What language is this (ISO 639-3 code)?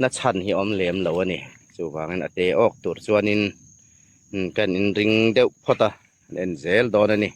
hmr